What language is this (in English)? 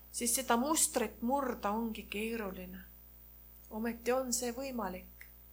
Estonian